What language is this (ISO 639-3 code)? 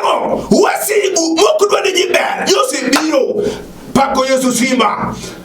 luo